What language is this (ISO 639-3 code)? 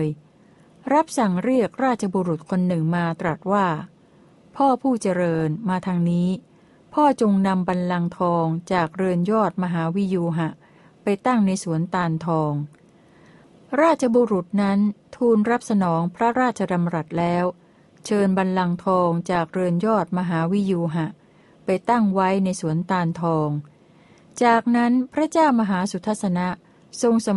tha